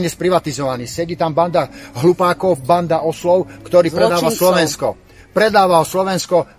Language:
Slovak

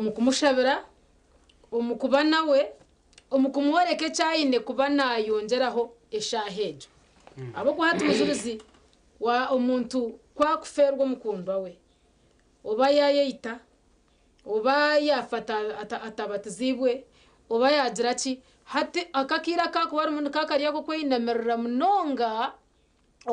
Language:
Nyankole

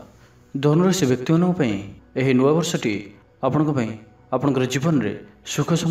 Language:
Odia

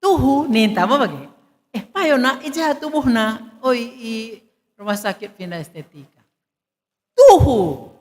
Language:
Batak Karo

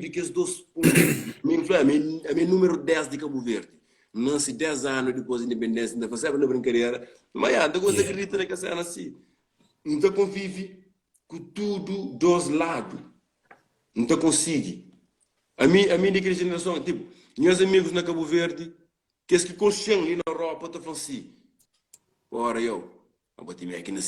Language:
Kabuverdianu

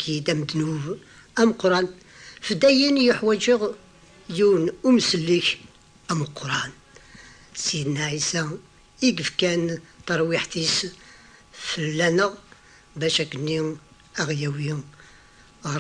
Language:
Kabyle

